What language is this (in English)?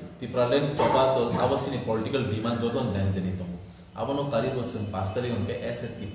Kok Borok